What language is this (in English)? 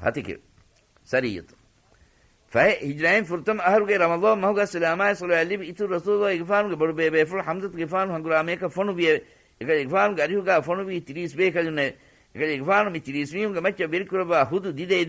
Divehi